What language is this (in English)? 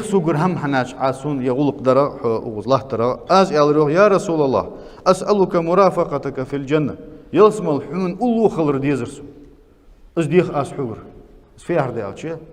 Ingush